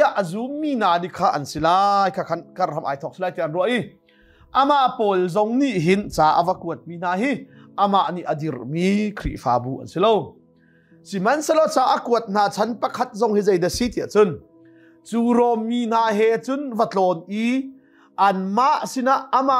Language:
Hakha Chin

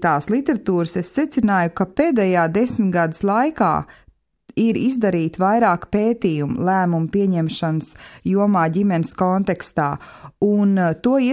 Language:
Latvian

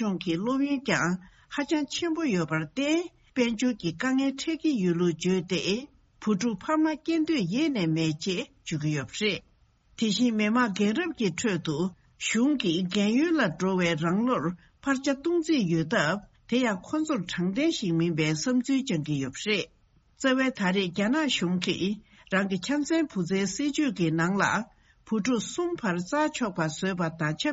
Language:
Tibetan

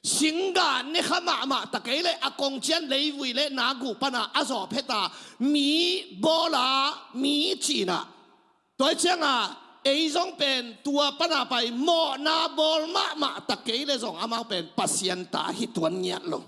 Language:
Tedim Chin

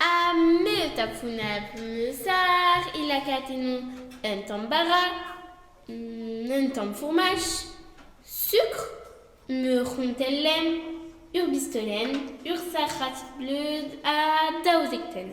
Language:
Breton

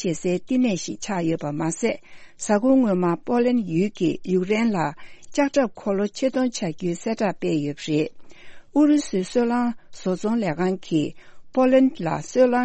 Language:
Tibetan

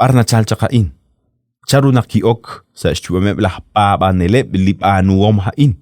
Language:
Kekchí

